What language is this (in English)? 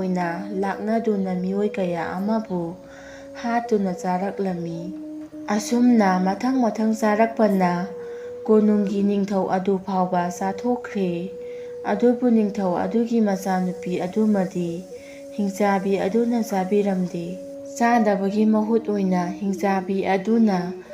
Manipuri